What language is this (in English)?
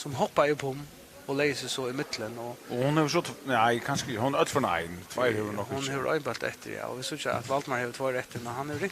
Faroese